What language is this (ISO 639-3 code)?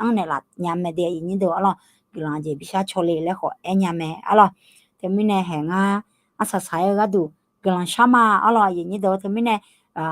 ahk